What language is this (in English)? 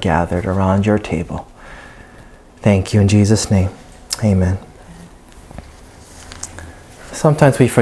English